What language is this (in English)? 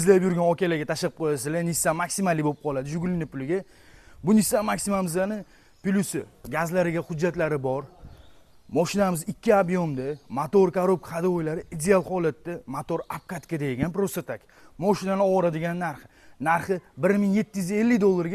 Uzbek